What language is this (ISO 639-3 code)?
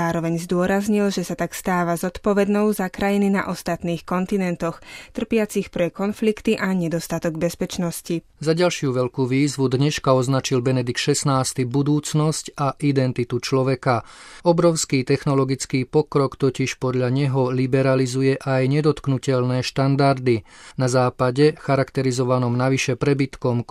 slk